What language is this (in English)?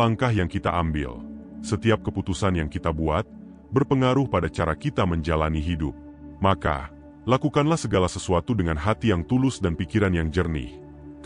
Indonesian